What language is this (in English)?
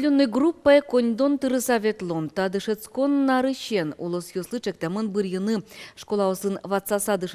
Udmurt